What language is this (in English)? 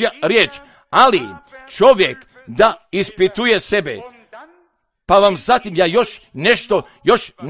Croatian